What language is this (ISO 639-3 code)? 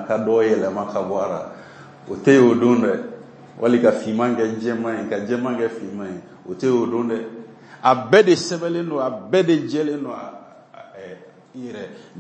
bam